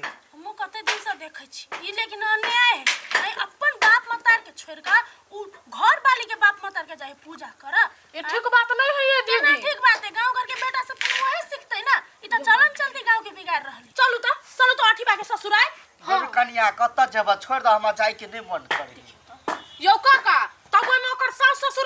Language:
Maithili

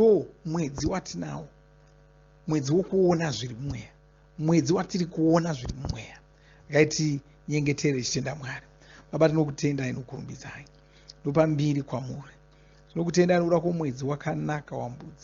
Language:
Shona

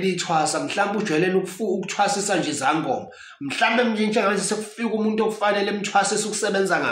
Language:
Zulu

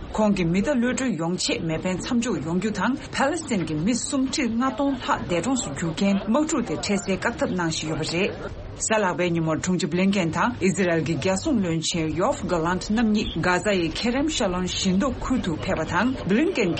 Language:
Tibetan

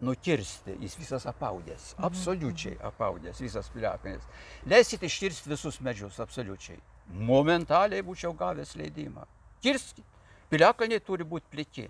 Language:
Lithuanian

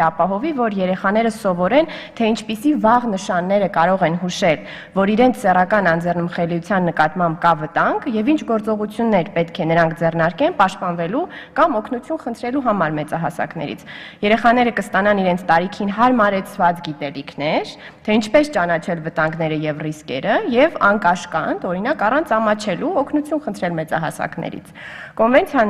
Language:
Armenian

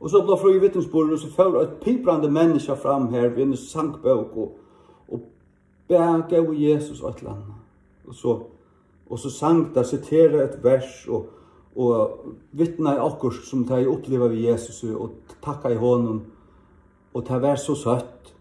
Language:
Faroese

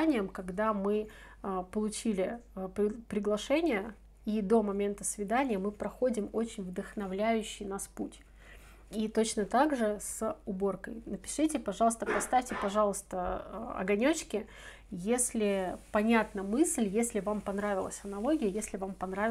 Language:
Russian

